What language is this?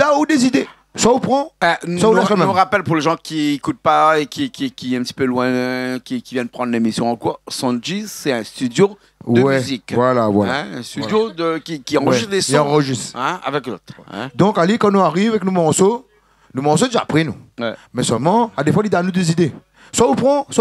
Réunion Creole French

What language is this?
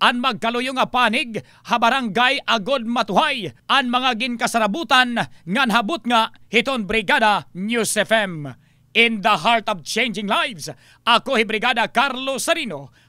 Waray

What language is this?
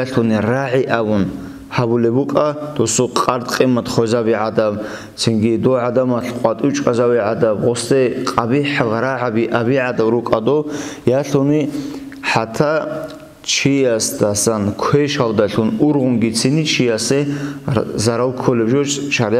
Avaric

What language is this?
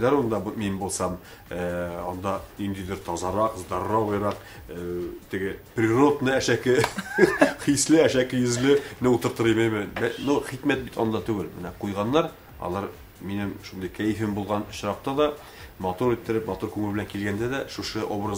Tatar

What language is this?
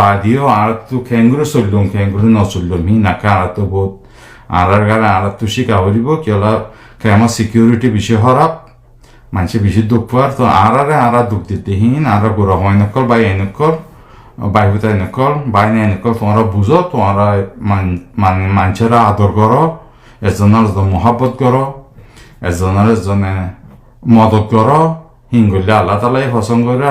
Rohingya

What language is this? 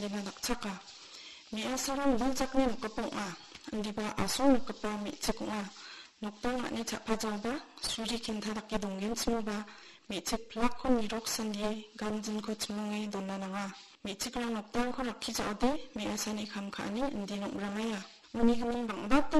Garo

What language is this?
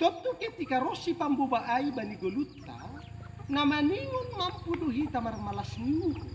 Batak Simalungun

